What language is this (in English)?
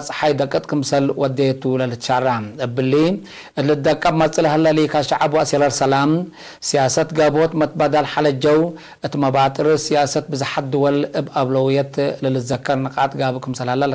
Tigre